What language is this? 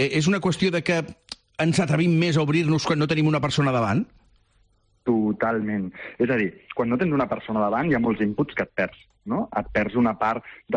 Catalan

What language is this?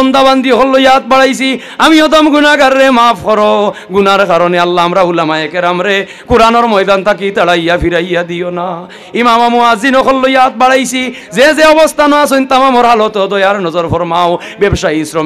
Sylheti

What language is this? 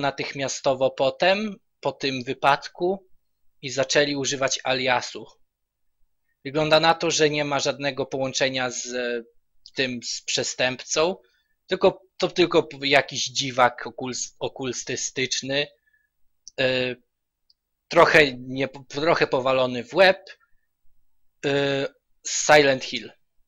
Polish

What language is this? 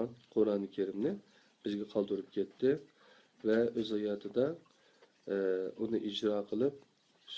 Uyghur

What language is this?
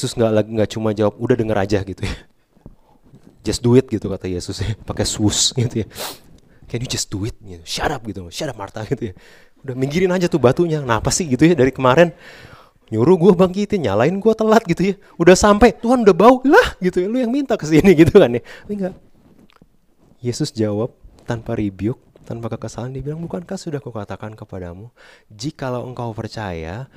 Indonesian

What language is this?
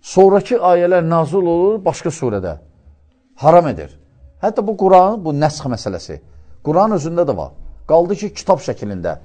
Azerbaijani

